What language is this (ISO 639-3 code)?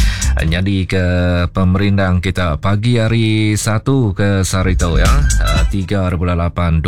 iba